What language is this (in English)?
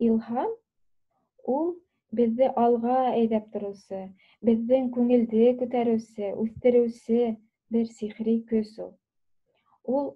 Bashkir